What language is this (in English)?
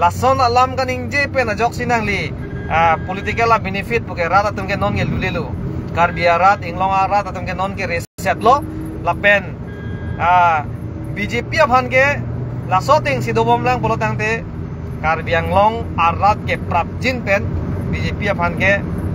Karbi